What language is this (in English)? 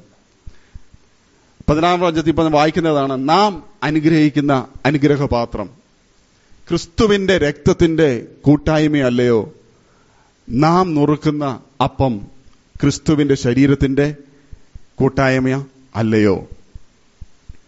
Malayalam